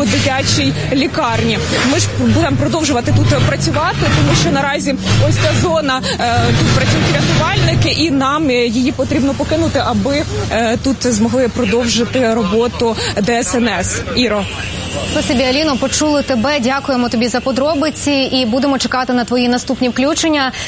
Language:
Ukrainian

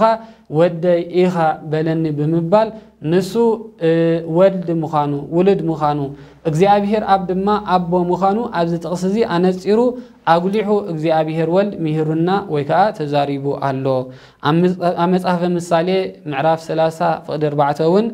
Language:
Tigrinya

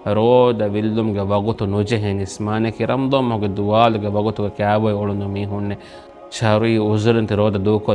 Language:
Divehi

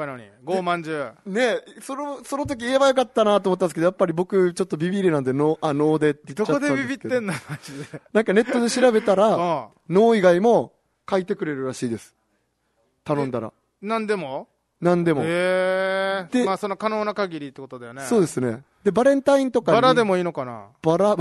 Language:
Japanese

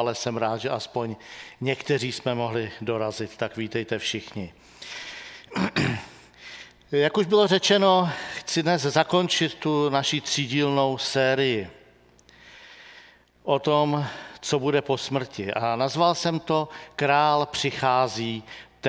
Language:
Czech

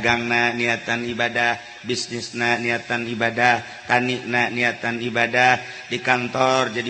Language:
Sundanese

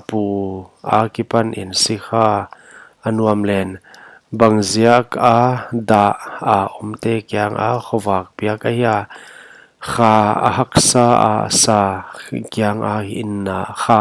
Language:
Paite Chin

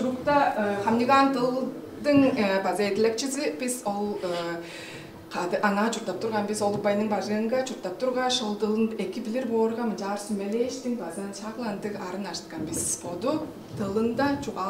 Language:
Tuvinian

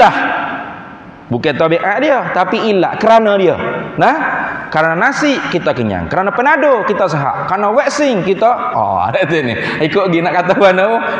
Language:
Malay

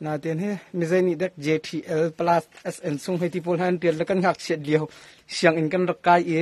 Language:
Hakha Chin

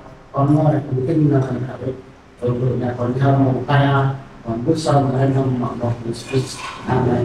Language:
Central Mnong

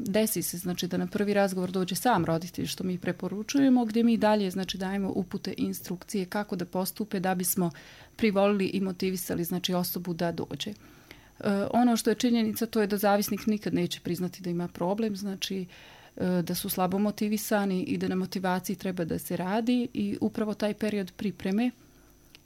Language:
Bosnian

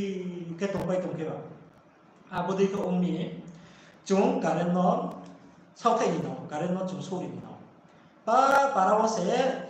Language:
Riang (India)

